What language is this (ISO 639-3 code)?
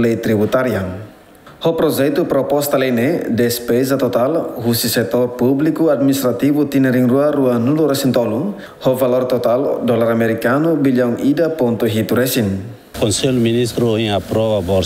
tet